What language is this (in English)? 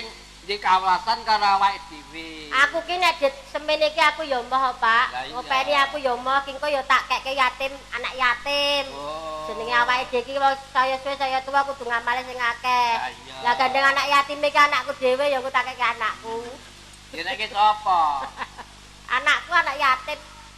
Javanese